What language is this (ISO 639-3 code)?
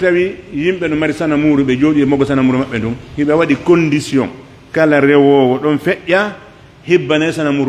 fuf